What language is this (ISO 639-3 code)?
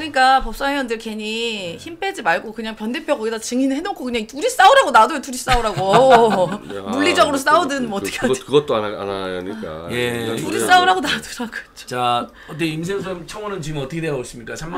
kor